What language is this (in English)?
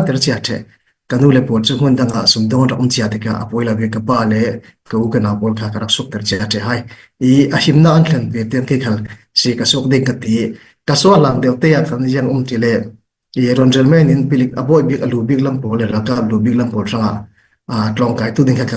Falam Chin